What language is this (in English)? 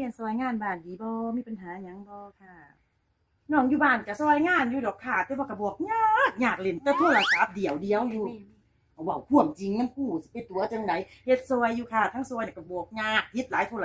Northeastern Thai